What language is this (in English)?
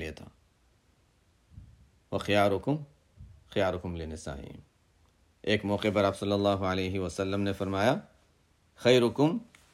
Urdu